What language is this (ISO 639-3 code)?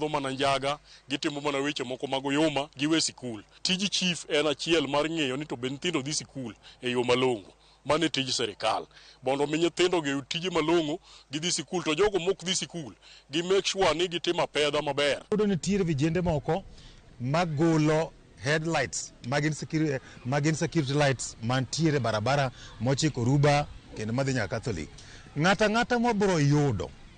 luo